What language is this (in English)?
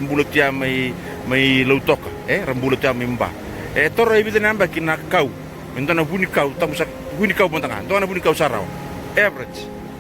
Fijian